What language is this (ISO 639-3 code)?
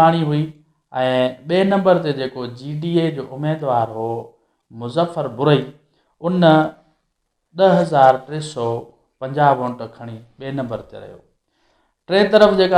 snd